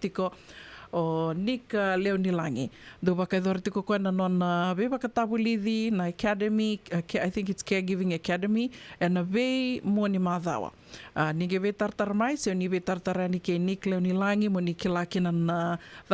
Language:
Fijian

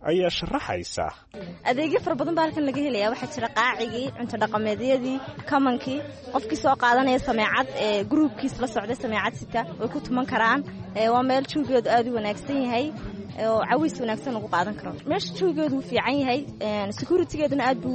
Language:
Somali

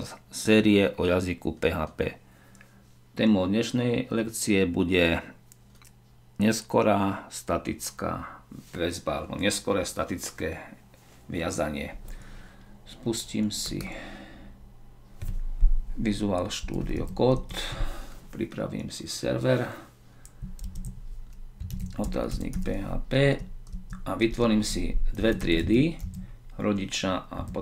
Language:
Slovak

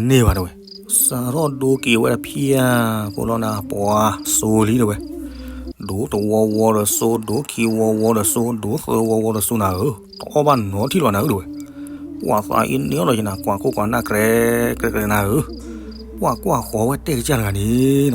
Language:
S'gaw Karen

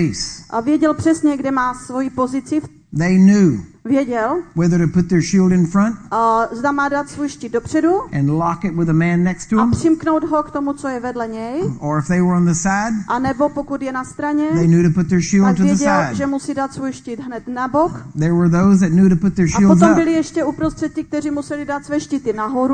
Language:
Czech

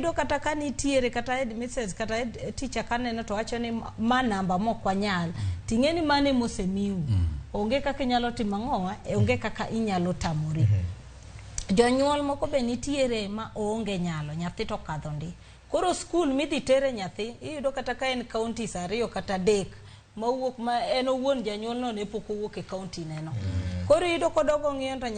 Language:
Luo (Kenya and Tanzania)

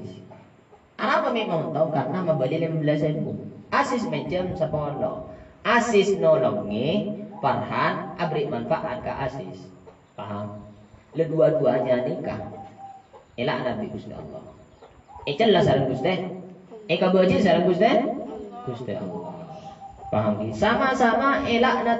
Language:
Madurese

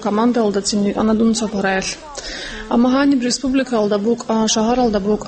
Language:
Avaric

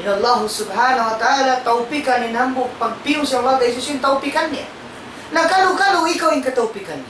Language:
Tausug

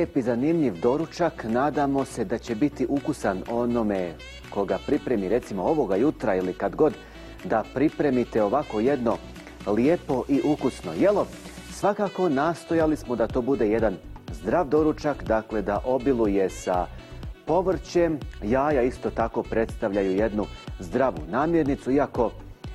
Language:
Bosnian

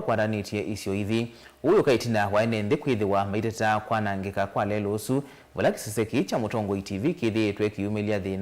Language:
Kamba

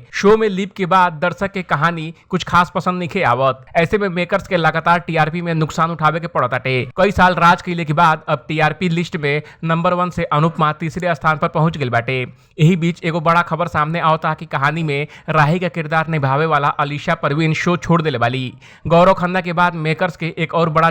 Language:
Bhojpuri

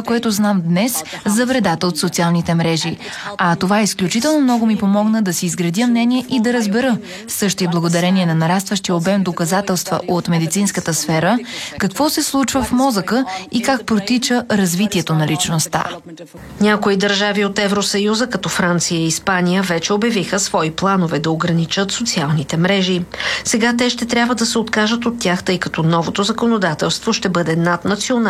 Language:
Bulgarian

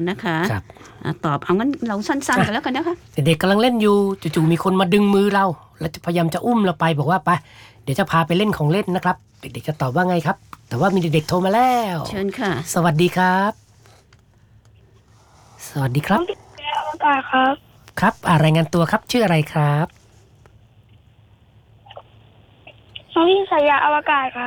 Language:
Thai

